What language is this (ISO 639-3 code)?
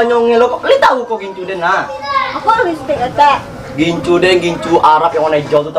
min